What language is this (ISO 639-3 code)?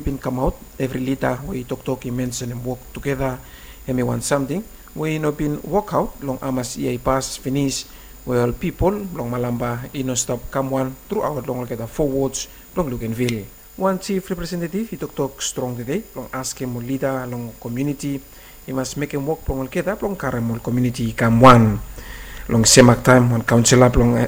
bis